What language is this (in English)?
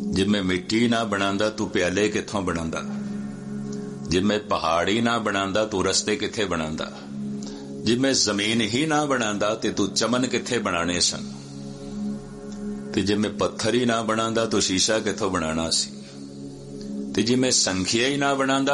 Punjabi